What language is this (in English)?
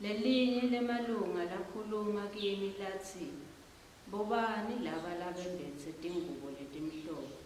Swati